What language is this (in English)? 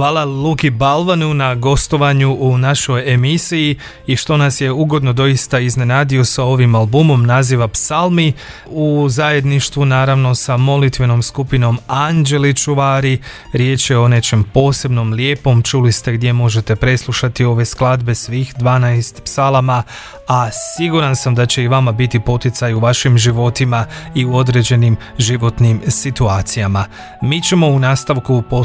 Croatian